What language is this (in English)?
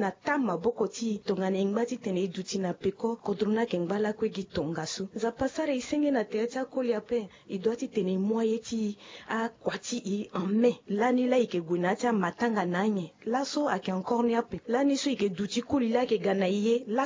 Sango